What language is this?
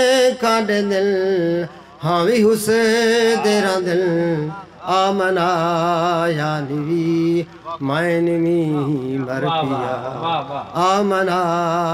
Saraiki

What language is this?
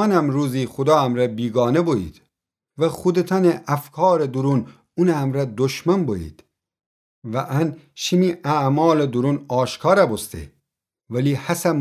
Gilaki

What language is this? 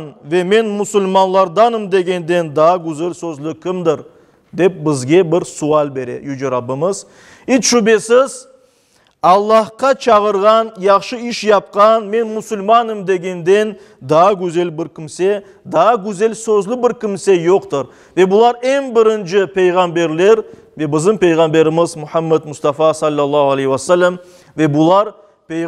Crimean Tatar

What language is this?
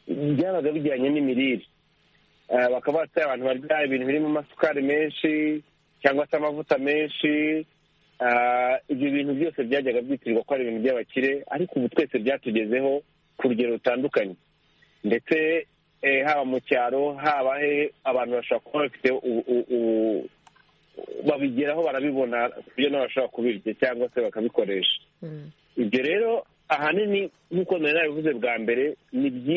Kinyarwanda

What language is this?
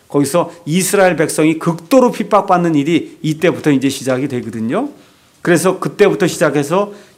Korean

